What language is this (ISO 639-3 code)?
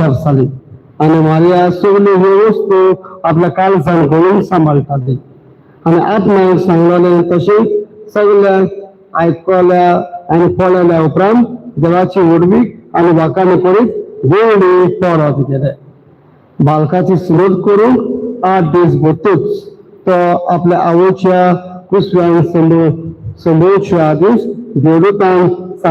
kok